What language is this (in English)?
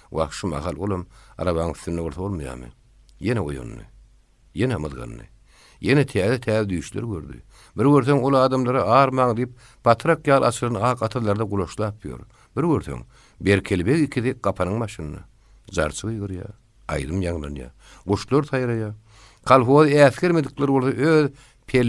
Turkmen